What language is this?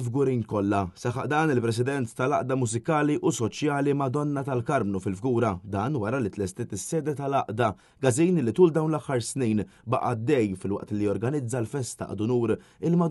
Maltese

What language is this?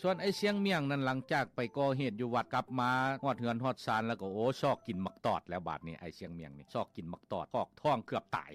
Lao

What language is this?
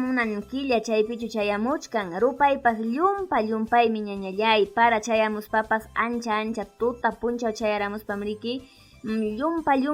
Ayacucho Quechua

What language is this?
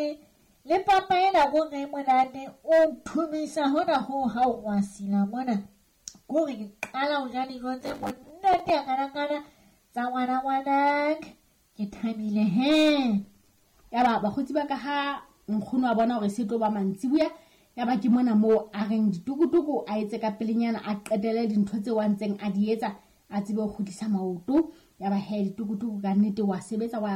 Southern Sotho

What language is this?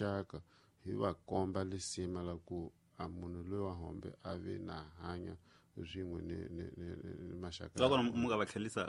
Tsonga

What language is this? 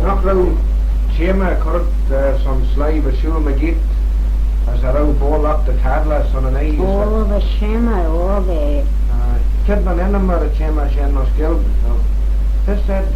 Manx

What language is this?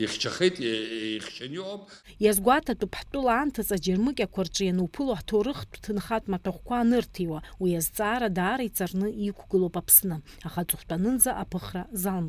Abkhazian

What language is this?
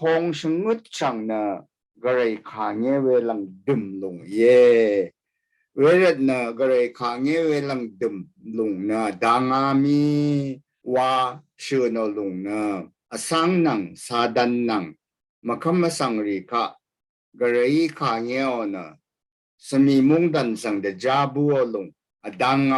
Rawang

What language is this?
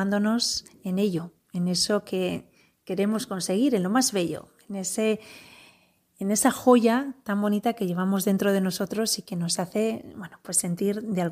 Spanish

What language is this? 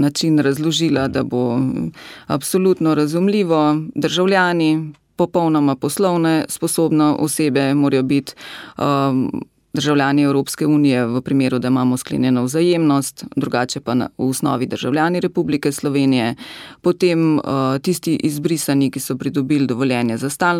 Slovenian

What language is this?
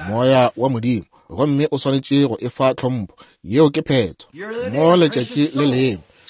Northern Sotho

